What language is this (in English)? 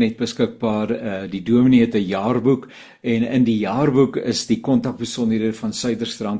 Afrikaans